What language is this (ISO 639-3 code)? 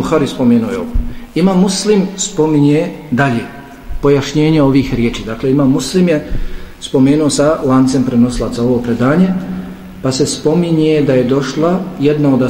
bos